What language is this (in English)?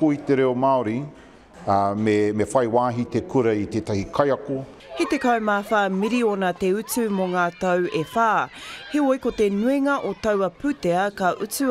Māori